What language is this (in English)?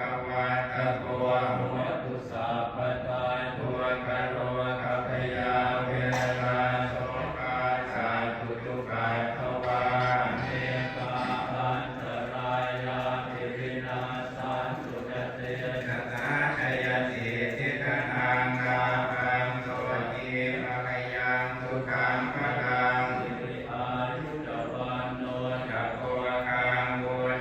Pali